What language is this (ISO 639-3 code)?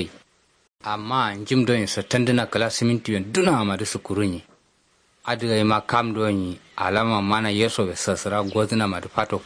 kau